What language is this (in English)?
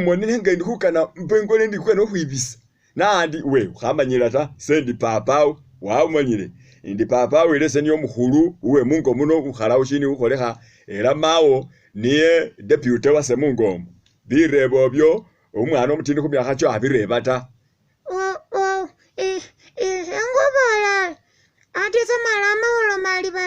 Masaaba